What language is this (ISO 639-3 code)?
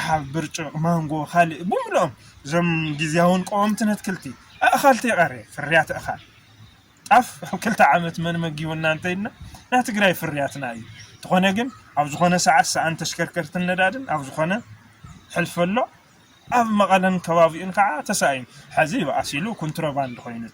tir